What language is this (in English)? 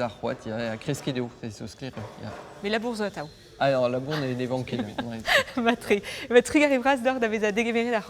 Breton